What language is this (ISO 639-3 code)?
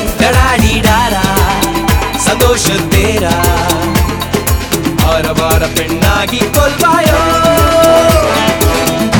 tam